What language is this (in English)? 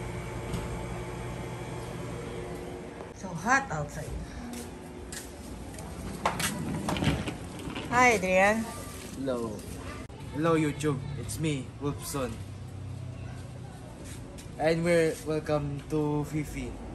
Filipino